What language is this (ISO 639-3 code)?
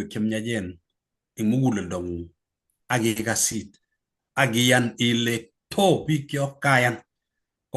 kln